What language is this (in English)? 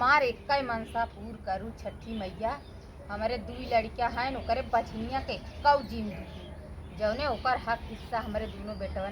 Awadhi